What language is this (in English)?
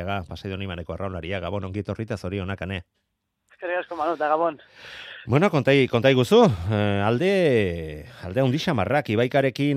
Basque